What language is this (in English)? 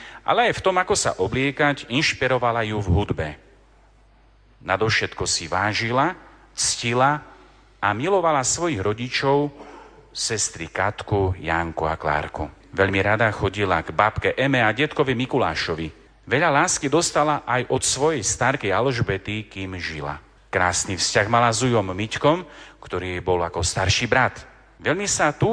Slovak